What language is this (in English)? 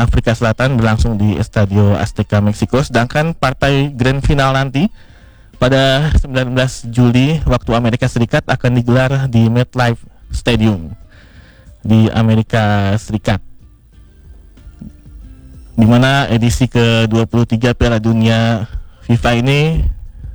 Indonesian